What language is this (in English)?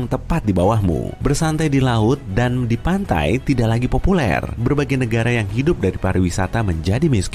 Indonesian